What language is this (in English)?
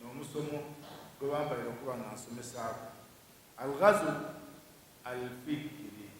Ganda